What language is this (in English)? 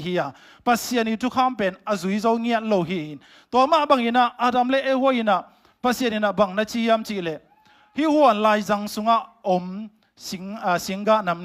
Tedim Chin